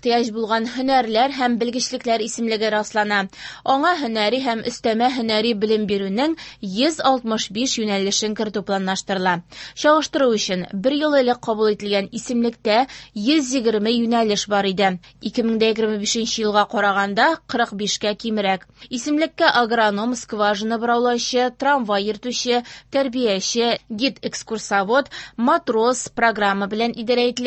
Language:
Tatar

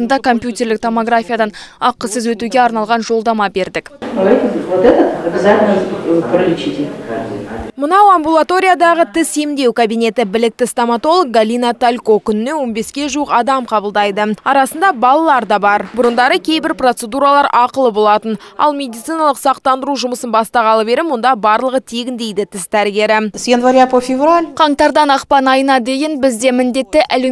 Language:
Kazakh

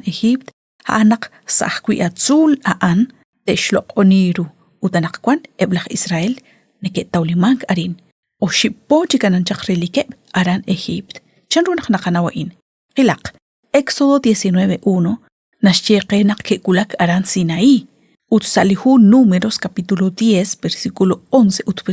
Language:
Kekchí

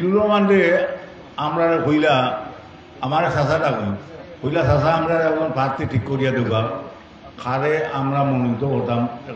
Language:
Sylheti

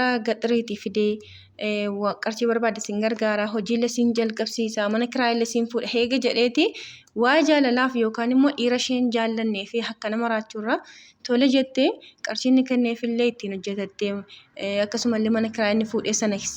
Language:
Oromo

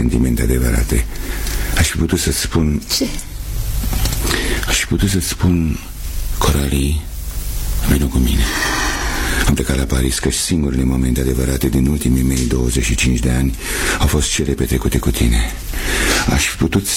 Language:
Romanian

